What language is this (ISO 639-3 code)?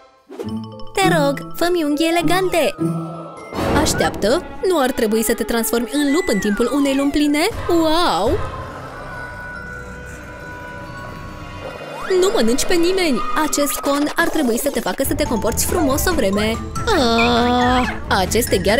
ron